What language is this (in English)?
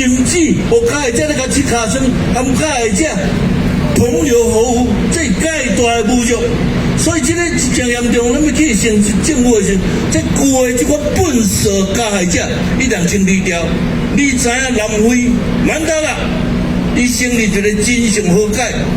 Min Nan Chinese